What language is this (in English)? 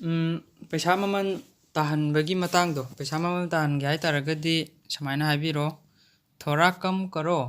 Manipuri